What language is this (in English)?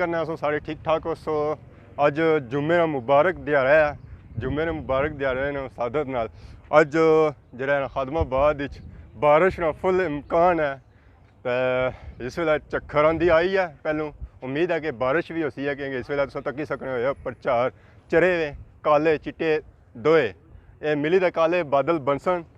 Pahari-Potwari